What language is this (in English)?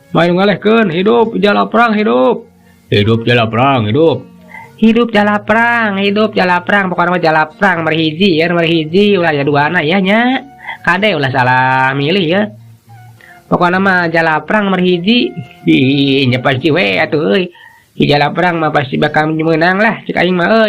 Sundanese